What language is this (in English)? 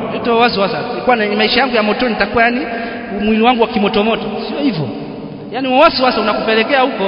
Swahili